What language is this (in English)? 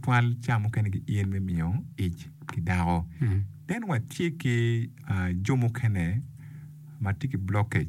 Acoli